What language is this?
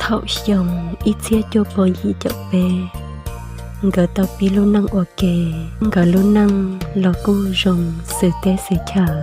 Hmong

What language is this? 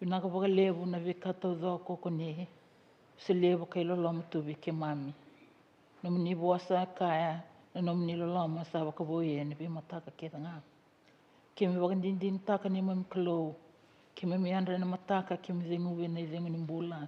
Fijian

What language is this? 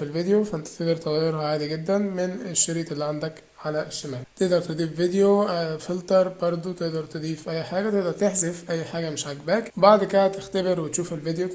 Egyptian Arabic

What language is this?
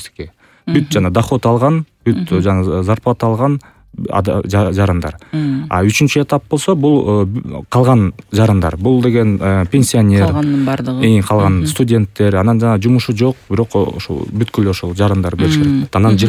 Kyrgyz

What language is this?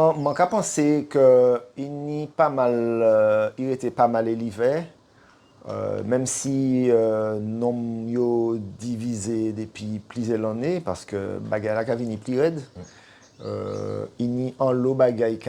Guadeloupean Creole French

